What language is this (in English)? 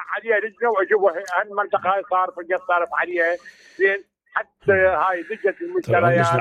Mesopotamian Arabic